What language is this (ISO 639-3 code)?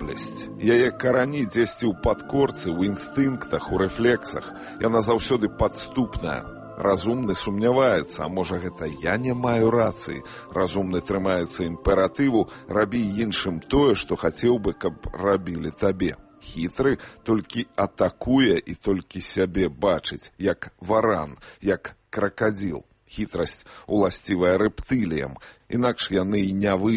bel